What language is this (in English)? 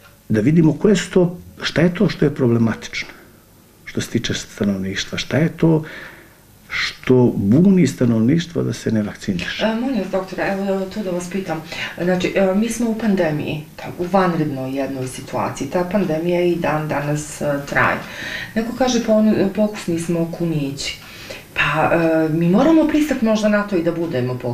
Bosnian